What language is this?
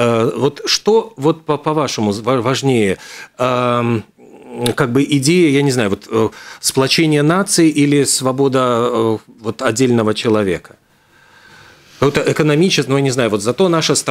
Russian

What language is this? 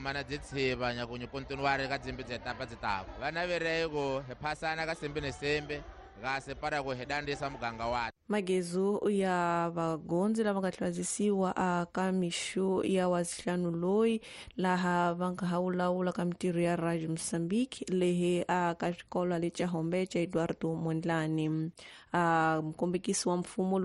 Tsonga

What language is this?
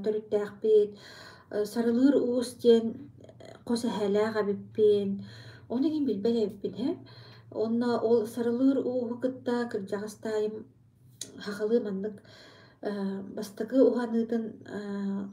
Yakut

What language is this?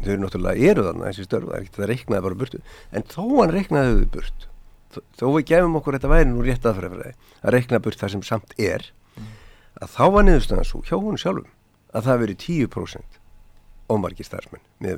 Icelandic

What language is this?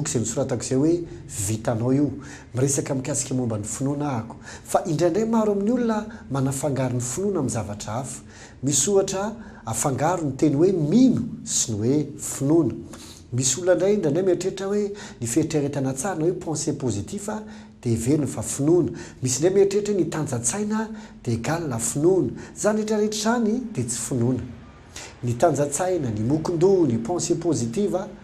Malagasy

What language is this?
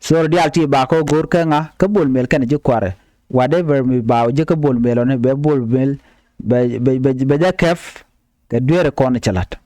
Nuer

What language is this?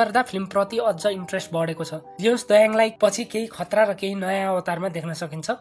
Nepali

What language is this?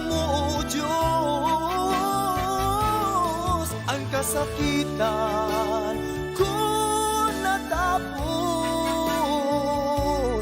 Bikol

